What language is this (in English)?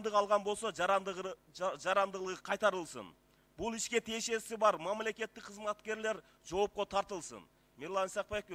Kyrgyz